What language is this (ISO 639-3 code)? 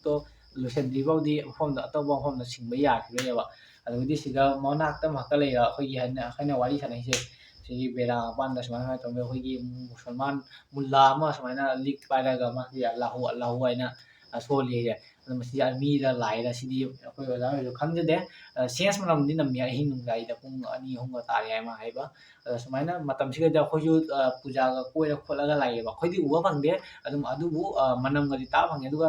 mni